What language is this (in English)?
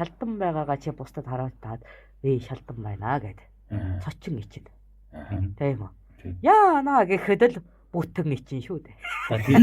Mongolian